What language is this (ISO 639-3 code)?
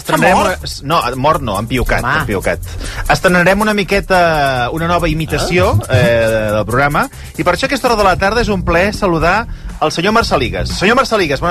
cat